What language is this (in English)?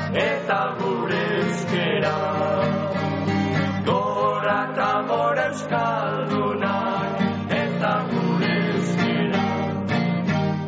Basque